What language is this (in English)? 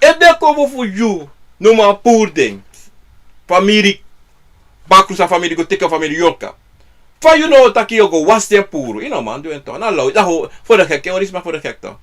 Sranan Tongo